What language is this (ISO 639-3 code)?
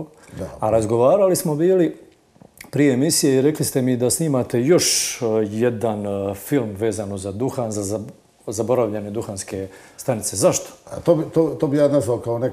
hrv